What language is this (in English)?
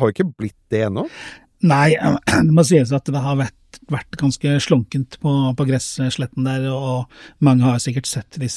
Norwegian